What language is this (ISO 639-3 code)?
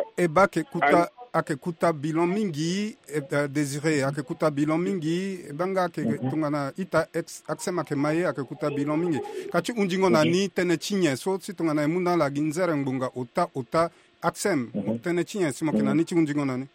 sag